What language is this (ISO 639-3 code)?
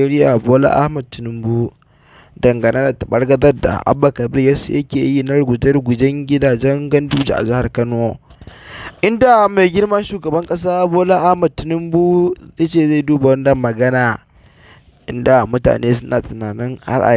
hau